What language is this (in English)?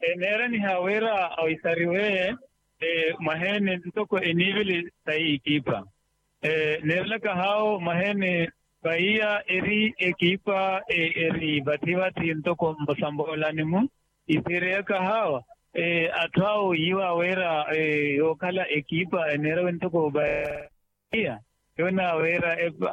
Makhuwa